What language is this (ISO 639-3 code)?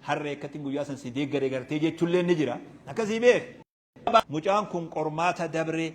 orm